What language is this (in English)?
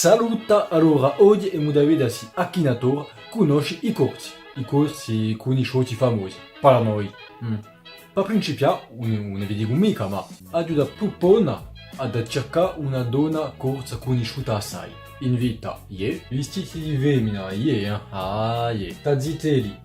Corsican